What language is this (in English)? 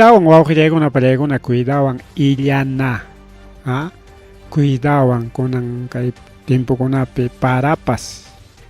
Ayacucho Quechua